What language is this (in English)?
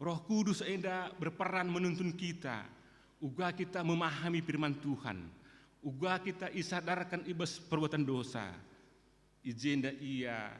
Batak Karo